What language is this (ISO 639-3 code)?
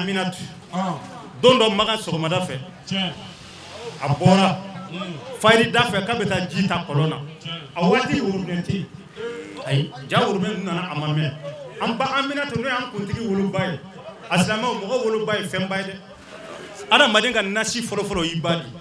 bam